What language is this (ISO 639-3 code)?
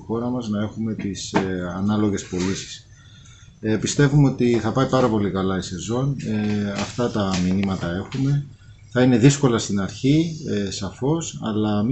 ell